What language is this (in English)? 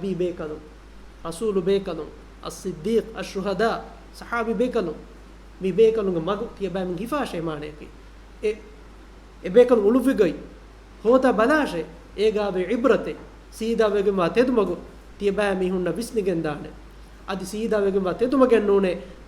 Divehi